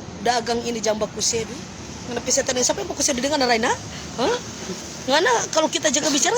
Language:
Manado Malay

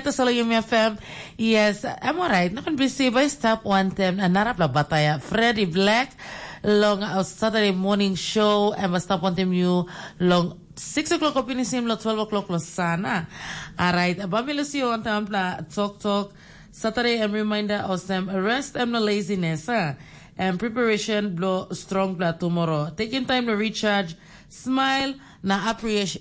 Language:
Tok Pisin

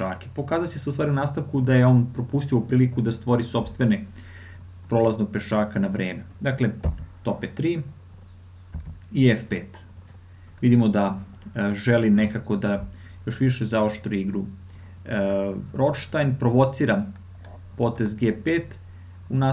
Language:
Serbian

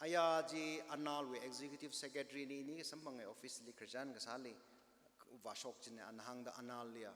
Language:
Tangkhul Naga (India)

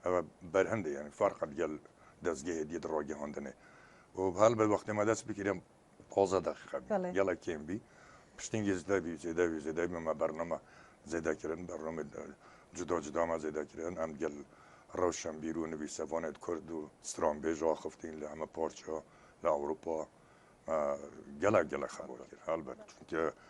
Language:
Kurdish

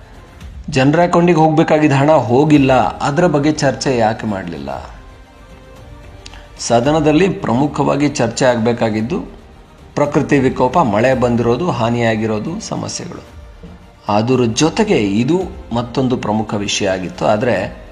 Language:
Kannada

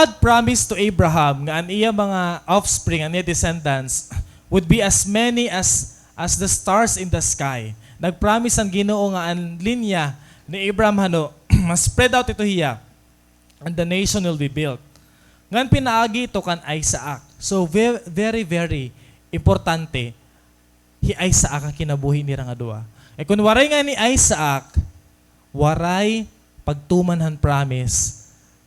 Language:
Waray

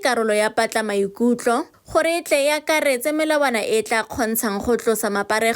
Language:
Northern Sotho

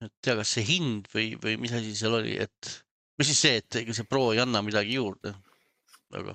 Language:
Estonian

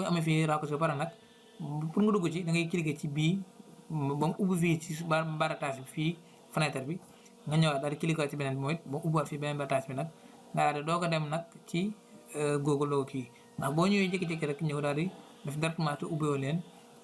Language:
Wolof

